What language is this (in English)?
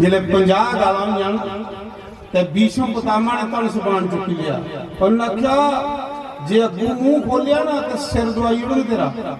Dogri